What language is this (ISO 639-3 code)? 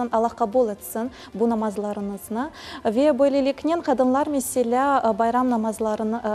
crh